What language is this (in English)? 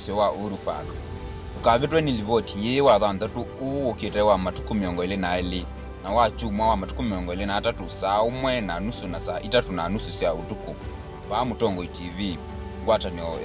Kamba